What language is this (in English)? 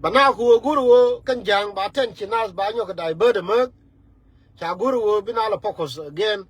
Nuer